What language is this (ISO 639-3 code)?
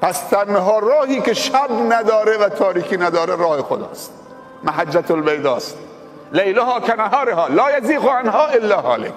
fas